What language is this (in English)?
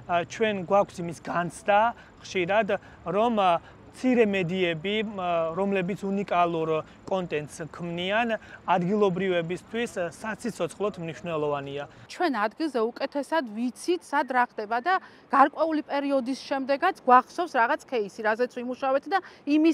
Georgian